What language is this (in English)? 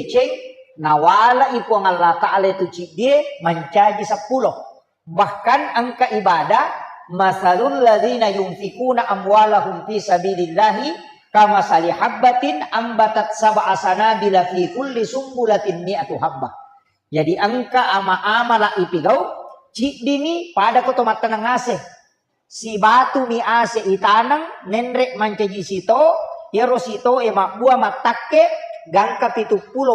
Buginese